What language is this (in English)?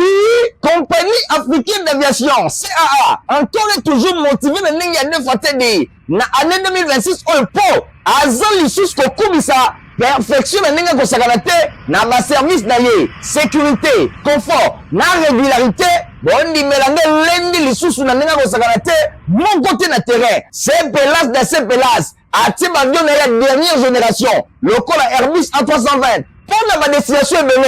Lingala